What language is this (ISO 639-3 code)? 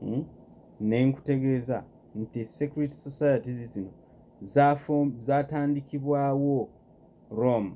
lug